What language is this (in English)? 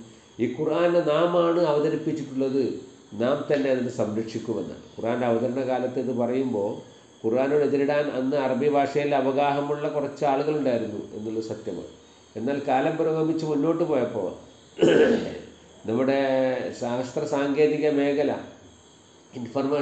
Malayalam